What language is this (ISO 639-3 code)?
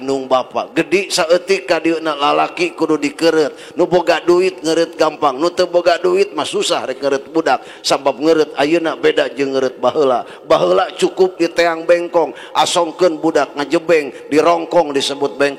sun